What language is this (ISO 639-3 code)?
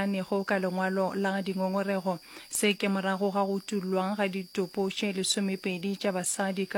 nso